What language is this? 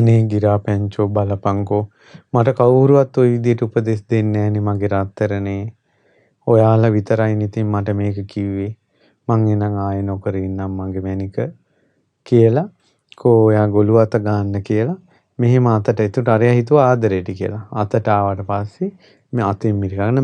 Sinhala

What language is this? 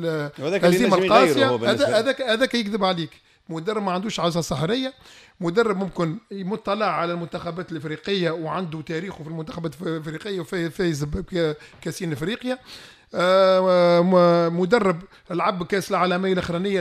Tunisian Arabic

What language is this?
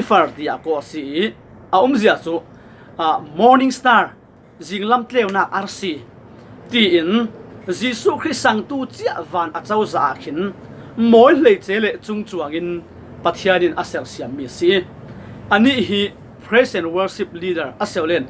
Falam Chin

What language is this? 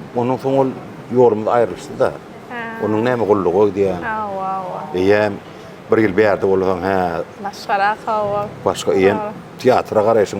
Turkmen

